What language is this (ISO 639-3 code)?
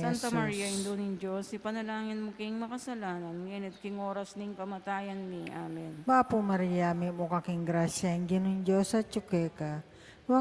pam